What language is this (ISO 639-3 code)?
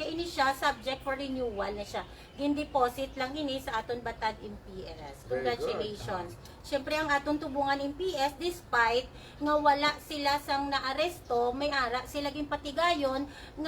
hil